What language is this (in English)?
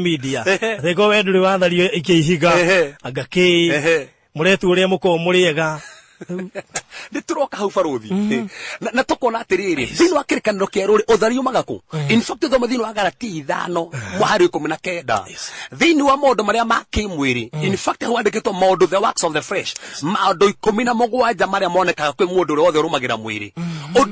Kikuyu